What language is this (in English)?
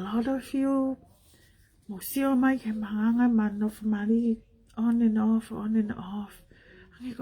Tongan